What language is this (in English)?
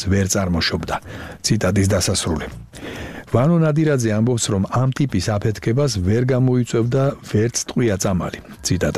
Georgian